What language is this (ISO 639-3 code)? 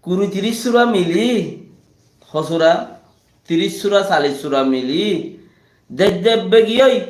rhg